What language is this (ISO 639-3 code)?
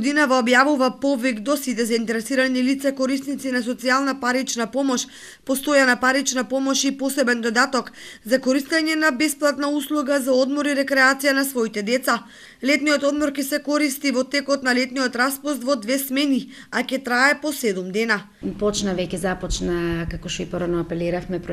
mkd